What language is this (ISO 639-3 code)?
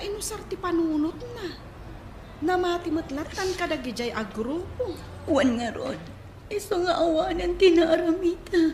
ilo